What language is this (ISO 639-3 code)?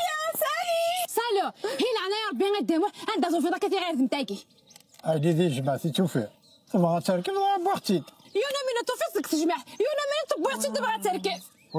kab